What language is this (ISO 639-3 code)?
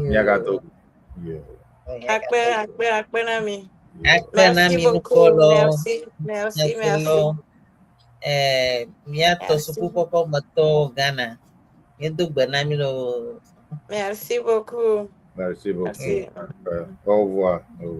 ewe